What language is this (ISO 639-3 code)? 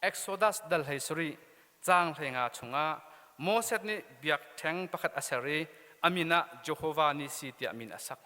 cnh